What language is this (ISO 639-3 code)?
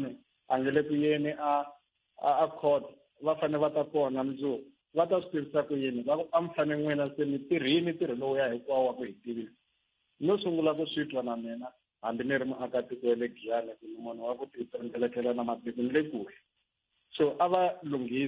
tso